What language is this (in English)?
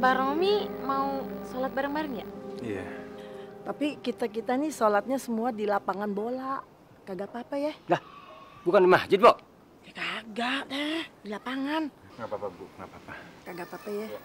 Betawi